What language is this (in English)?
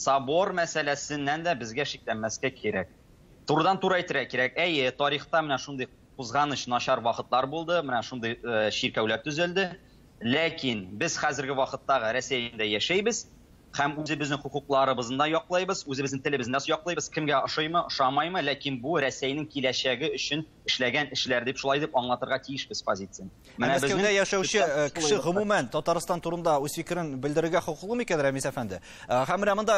Tatar